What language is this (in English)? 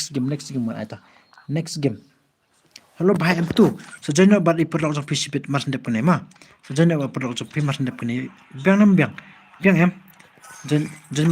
Khasi